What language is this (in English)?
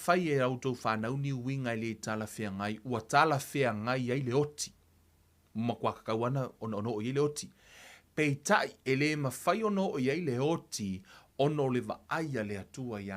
Samoan